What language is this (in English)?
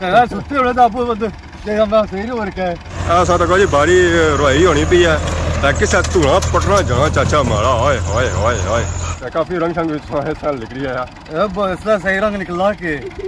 Pahari-Potwari